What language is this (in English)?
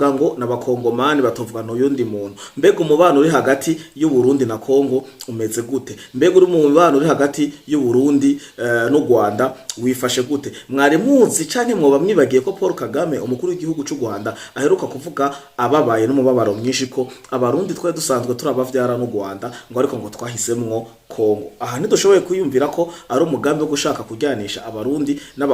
Rundi